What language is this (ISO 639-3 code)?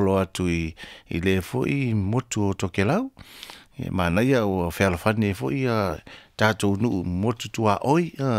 smo